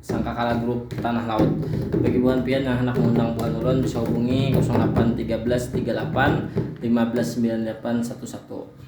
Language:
Banjar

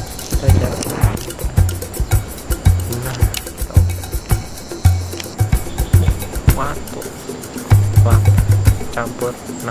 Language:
Indonesian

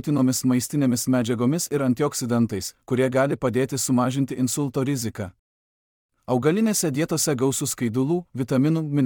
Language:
Lithuanian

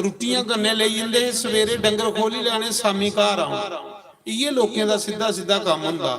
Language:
Dogri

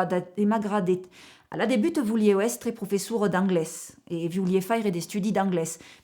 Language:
Occitan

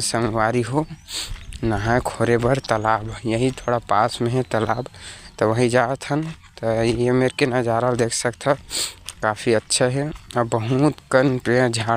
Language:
Chhattisgarhi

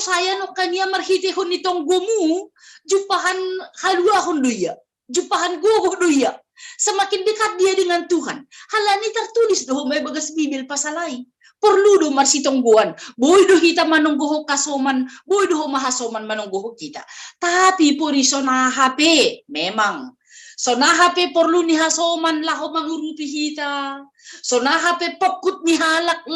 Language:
Batak Simalungun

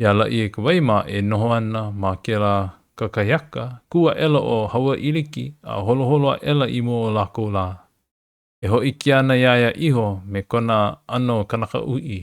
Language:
Hawaiian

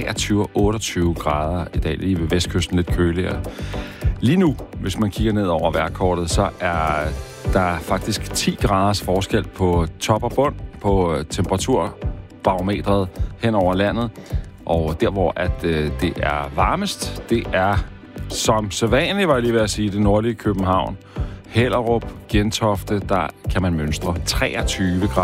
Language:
Danish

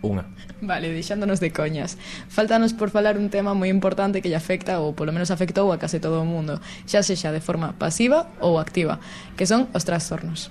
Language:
Galician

